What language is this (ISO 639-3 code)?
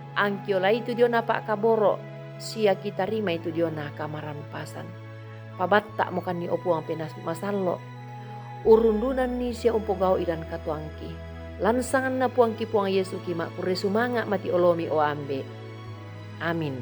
sda